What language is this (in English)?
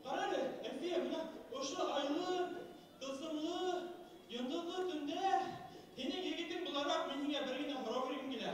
Bashkir